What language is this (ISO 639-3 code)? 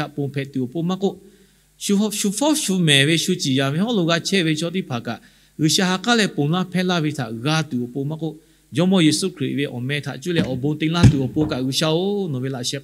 lhu